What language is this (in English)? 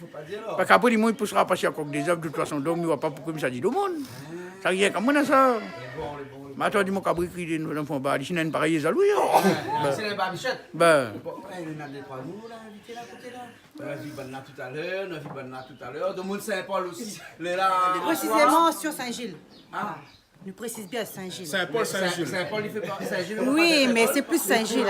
Réunion Creole French